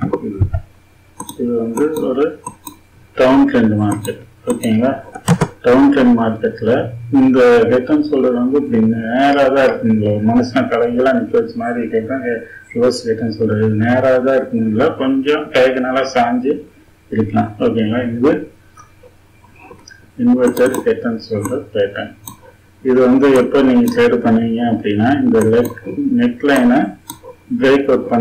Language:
Tamil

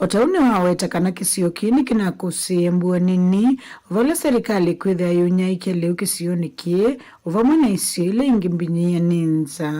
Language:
Kamba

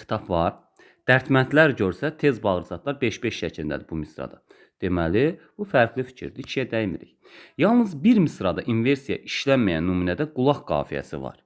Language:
Azerbaijani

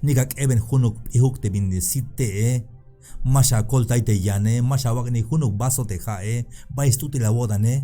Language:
Tzeltal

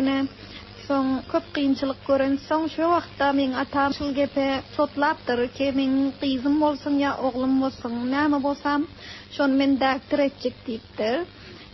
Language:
Turkmen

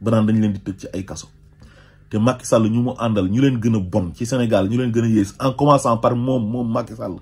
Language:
Wolof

